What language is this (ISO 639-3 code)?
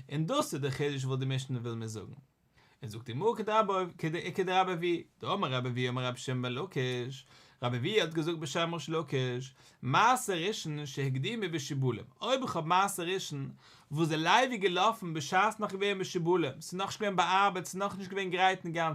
yid